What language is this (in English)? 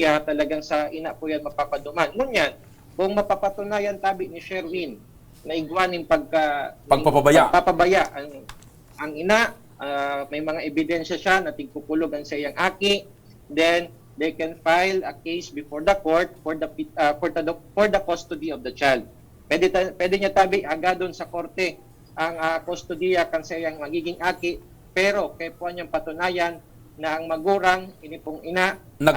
Bikol